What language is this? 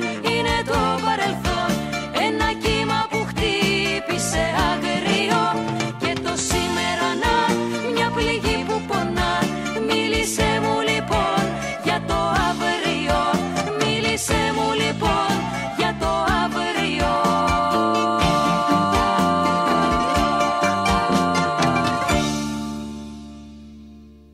Greek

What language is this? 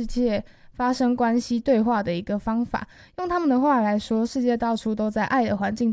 Chinese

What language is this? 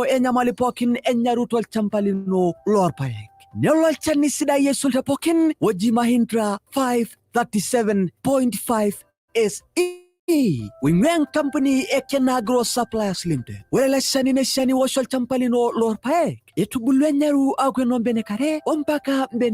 Masai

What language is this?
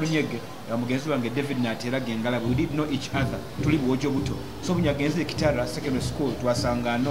Nyoro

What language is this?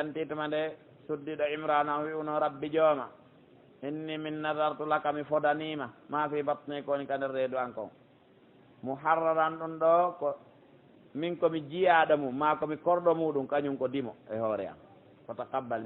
Pular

